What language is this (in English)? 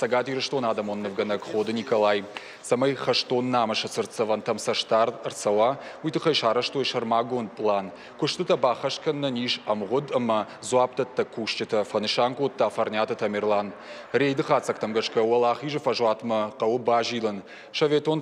Ossetic